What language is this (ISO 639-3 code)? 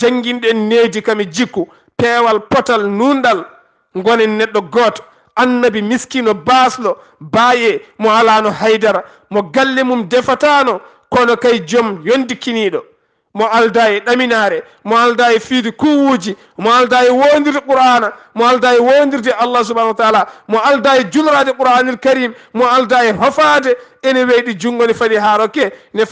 ful